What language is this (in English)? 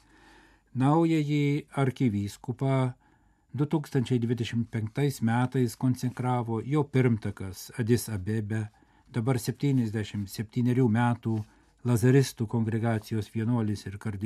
Lithuanian